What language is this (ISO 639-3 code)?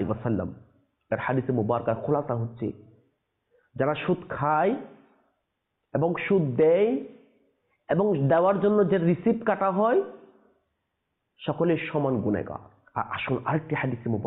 ben